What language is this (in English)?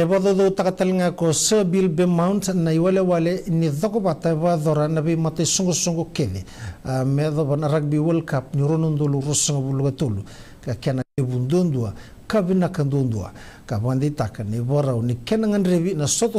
Fijian